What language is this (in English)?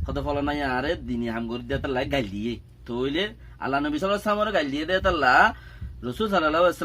Rohingya